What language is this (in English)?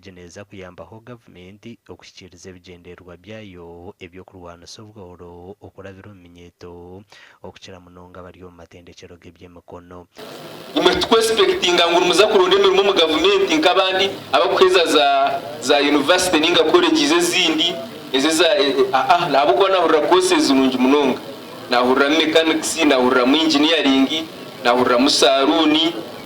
Nyankole